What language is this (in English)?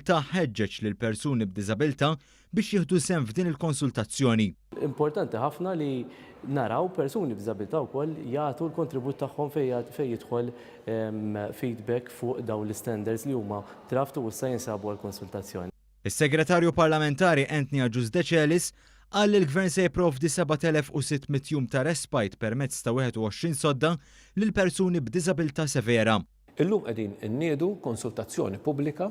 Maltese